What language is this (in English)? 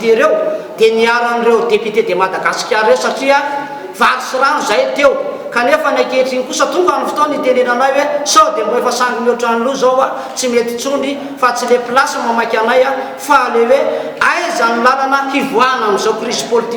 Malagasy